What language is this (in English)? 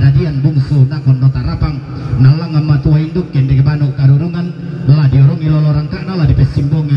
Toraja-Sa'dan